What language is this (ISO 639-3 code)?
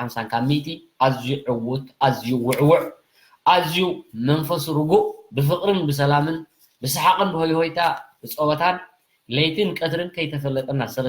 tir